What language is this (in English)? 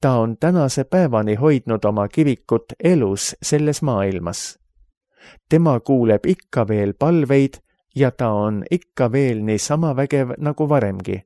Estonian